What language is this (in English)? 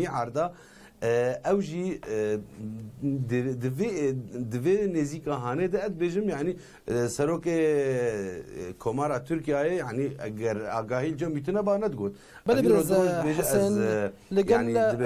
Kurdish